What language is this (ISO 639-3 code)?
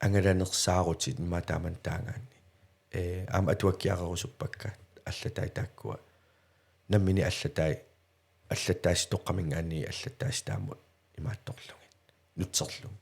kal